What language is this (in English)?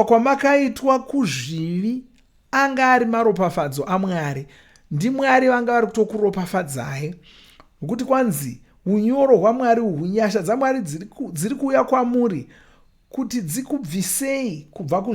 Shona